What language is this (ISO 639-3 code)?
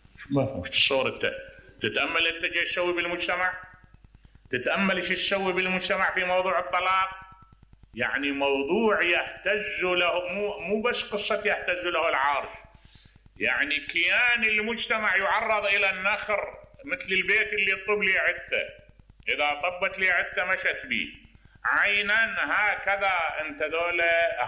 acm